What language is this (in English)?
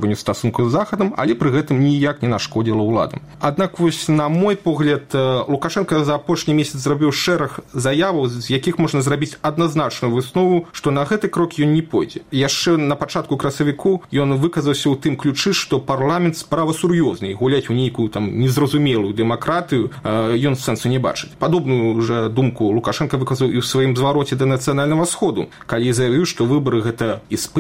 Belarusian